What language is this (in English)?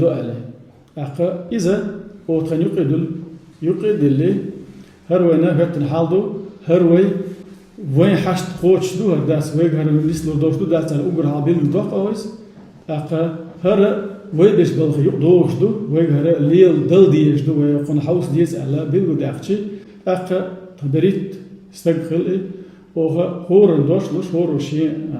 Chechen